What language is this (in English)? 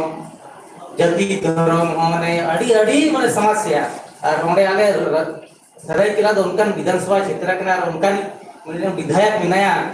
Santali